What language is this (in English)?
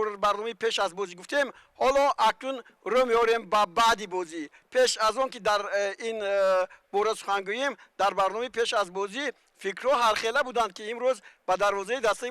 Tajik